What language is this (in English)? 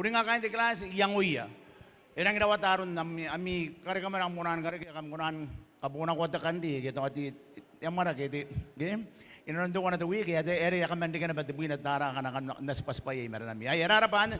Gilbertese